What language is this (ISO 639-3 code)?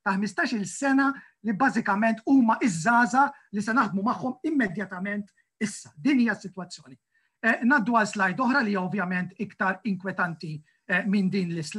mlt